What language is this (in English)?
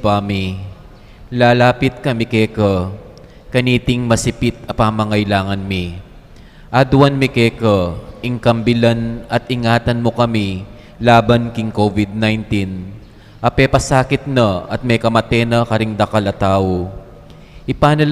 Pampanga